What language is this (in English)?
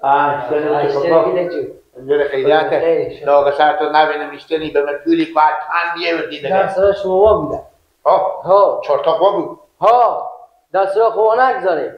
Persian